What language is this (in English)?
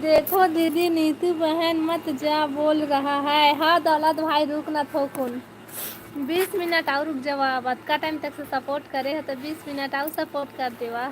Chhattisgarhi